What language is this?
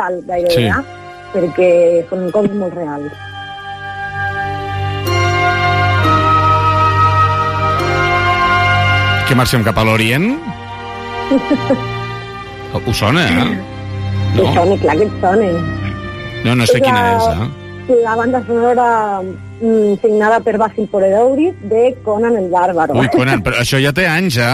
Catalan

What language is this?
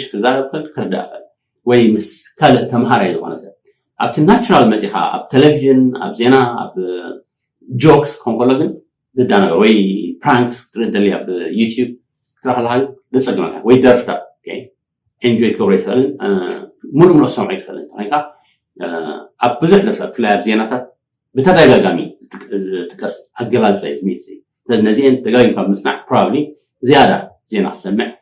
Tigrinya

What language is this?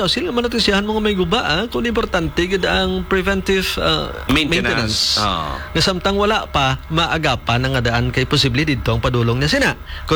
Hiligaynon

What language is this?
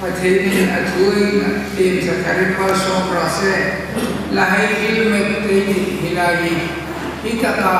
Hmar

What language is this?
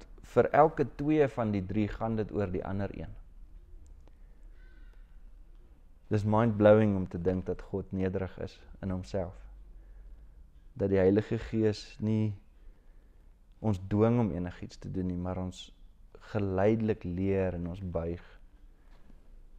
Afrikaans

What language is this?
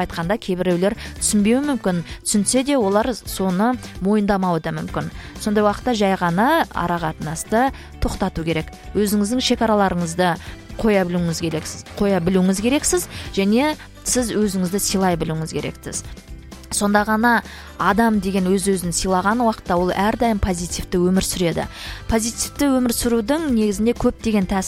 Kazakh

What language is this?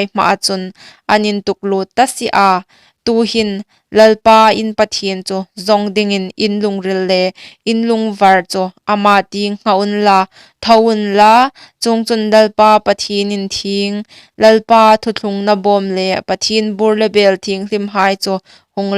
Hmar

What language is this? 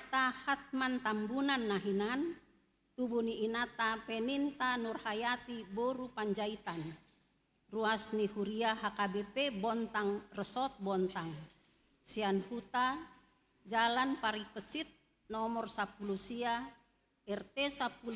Batak Toba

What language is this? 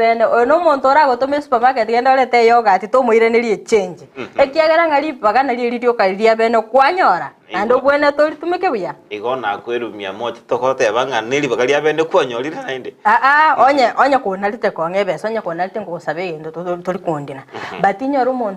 Gusii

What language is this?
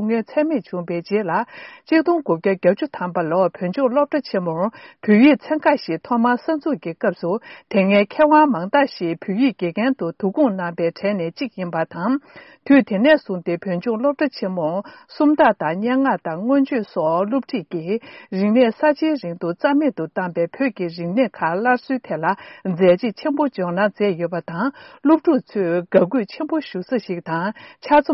Tibetan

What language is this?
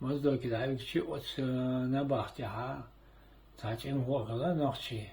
Chechen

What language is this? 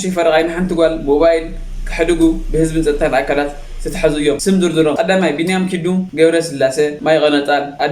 Tigrinya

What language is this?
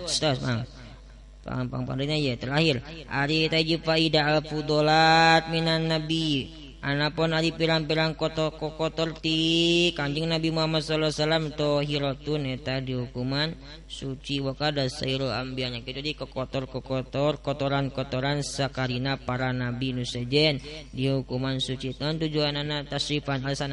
Sundanese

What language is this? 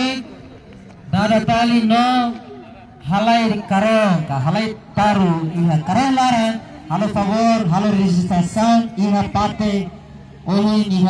Tetum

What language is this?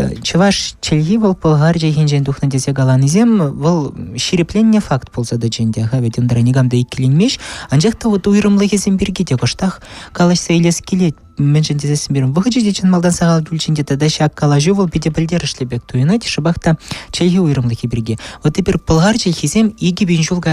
Chuvash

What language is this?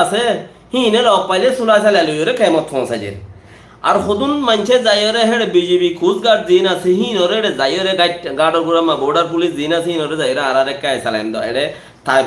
Rohingya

